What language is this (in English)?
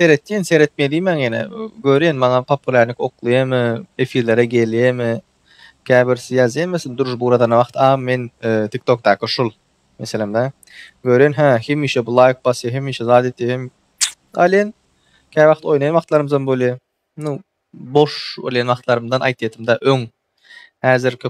Turkmen